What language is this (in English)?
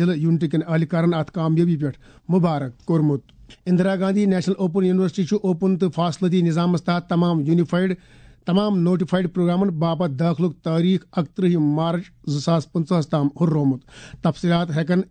Kashmiri